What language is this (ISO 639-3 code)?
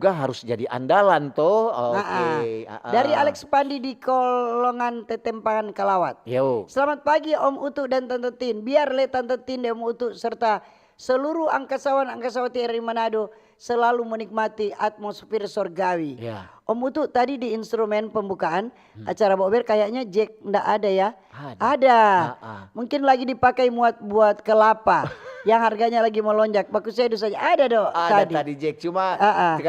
xmm